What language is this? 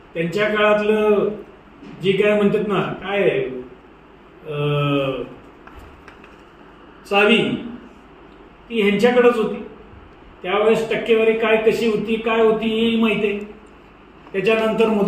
Marathi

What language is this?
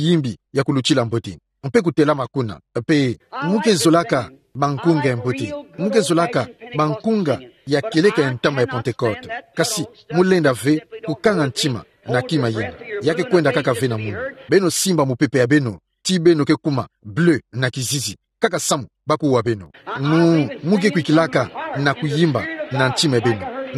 Kituba (Democratic Republic of Congo)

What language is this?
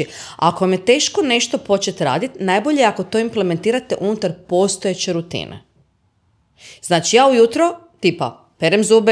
Croatian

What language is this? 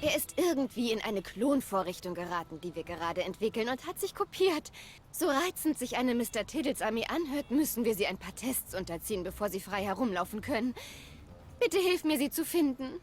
Swiss German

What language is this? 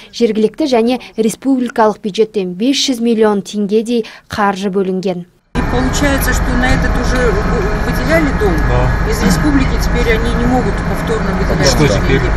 Kazakh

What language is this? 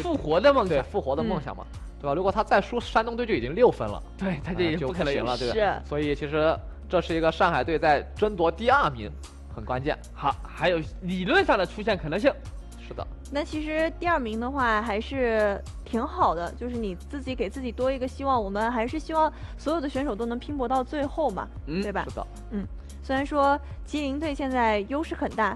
Chinese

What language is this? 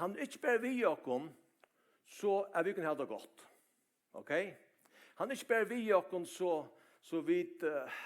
Faroese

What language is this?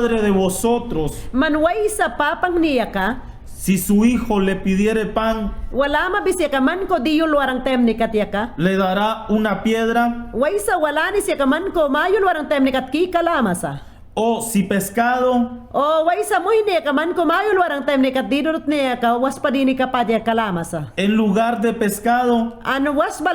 Mayangna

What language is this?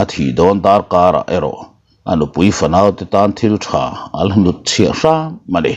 Mizo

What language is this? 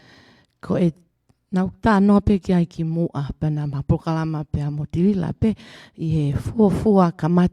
Tongan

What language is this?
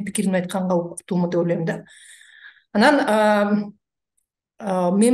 Kyrgyz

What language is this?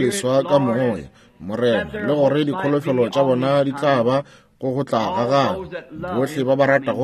Northern Sotho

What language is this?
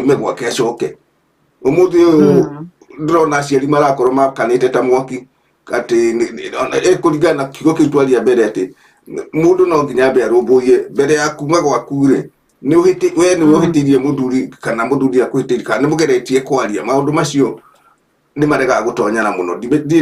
Kikuyu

